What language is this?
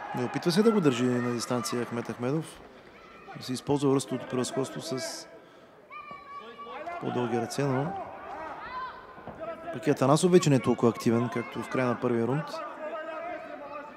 Bulgarian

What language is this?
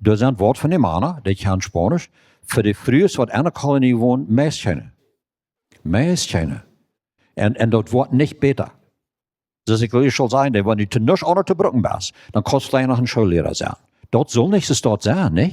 Plautdietsch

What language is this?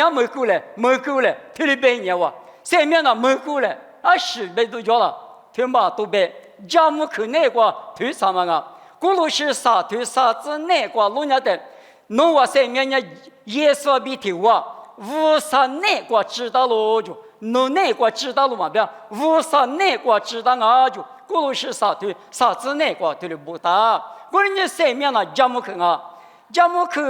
Lisu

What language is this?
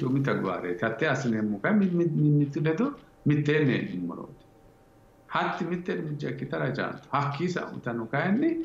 Sidamo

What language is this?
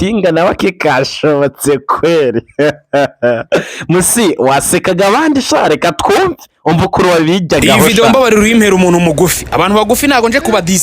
Kinyarwanda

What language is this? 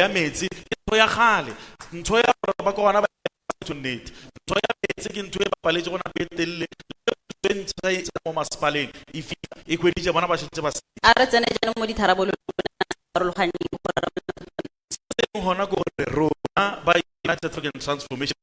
Tswana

